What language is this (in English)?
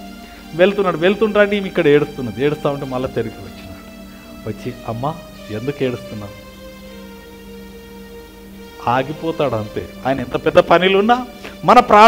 Telugu